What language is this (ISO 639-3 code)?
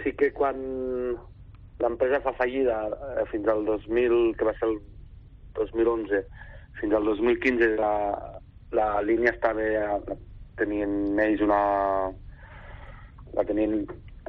cat